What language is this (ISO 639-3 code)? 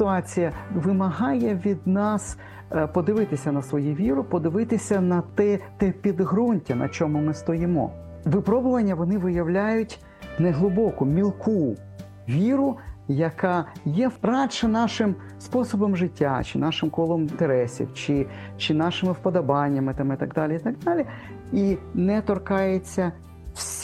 ukr